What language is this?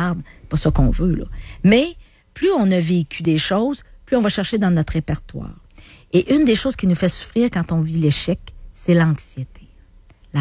French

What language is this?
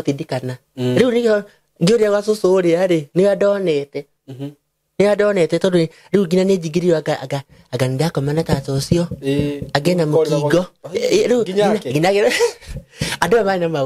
Kikuyu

